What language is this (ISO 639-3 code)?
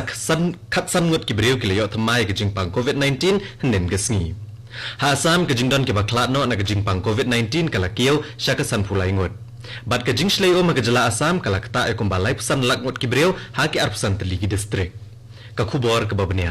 kha